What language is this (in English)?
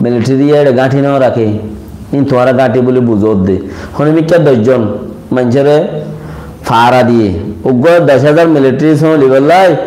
Rohingya